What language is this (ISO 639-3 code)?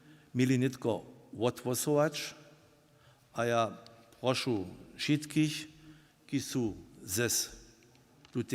hsb